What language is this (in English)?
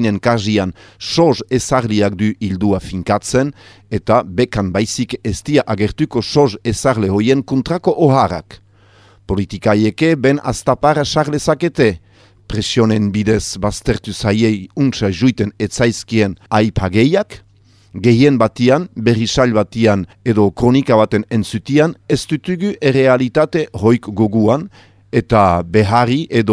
Basque